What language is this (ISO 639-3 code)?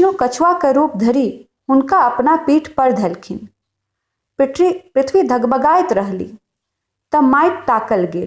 mai